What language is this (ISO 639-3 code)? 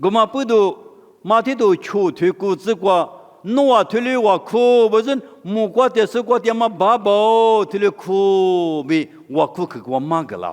lis